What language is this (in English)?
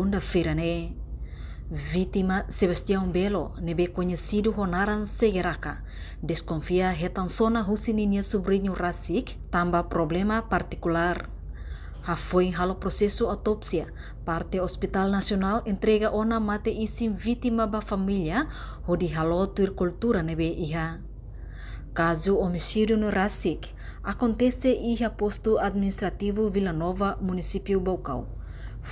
Tetum